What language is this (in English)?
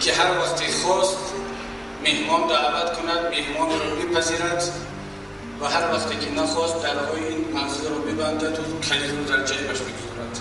Tajik